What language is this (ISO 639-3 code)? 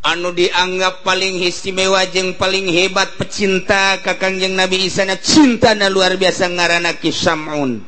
sun